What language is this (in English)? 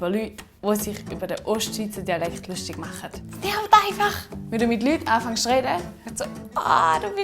Swiss German